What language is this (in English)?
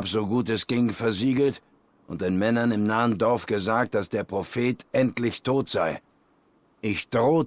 Swiss German